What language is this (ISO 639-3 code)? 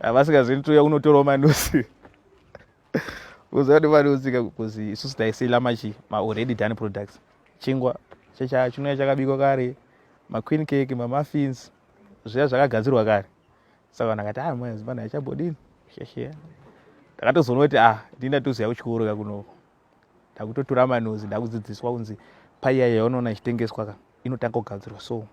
sna